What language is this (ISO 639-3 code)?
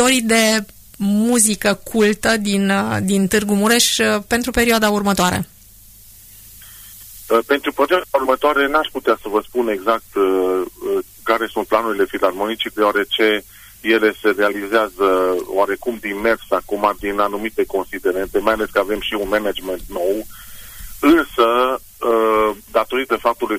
ron